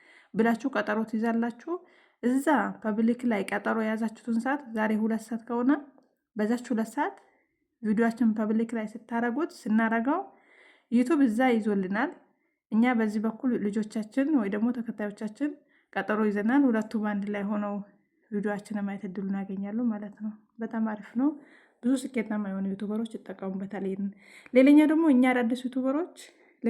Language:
Amharic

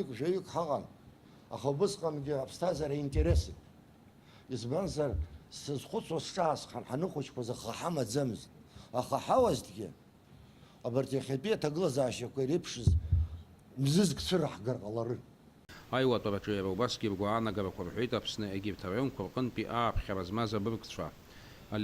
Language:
Abkhazian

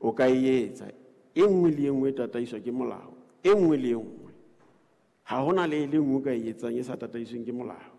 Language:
Southern Sotho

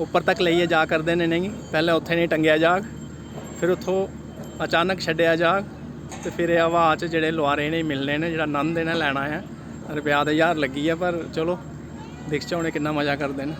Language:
Dogri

